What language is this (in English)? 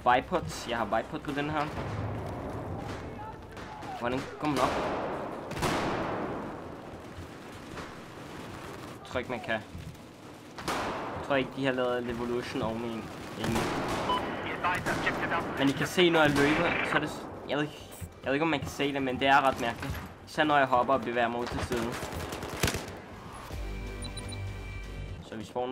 Danish